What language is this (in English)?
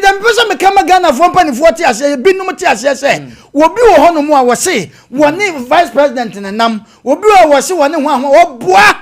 Akan